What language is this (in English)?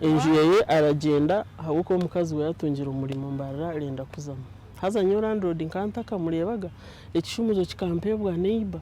Nyankole